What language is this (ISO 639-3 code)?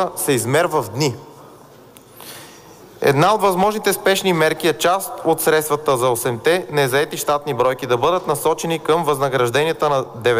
bul